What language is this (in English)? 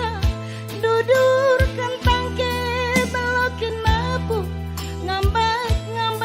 Batak Karo